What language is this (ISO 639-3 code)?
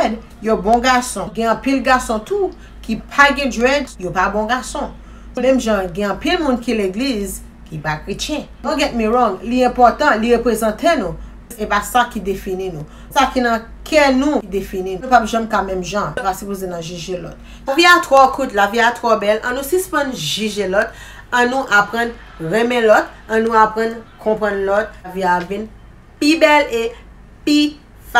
hat